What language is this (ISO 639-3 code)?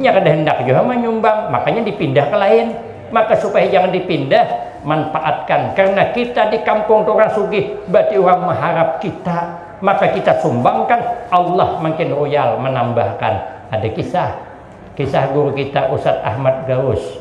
bjn